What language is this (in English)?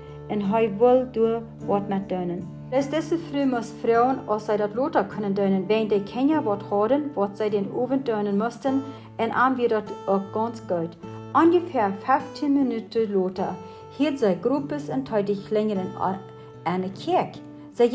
Plautdietsch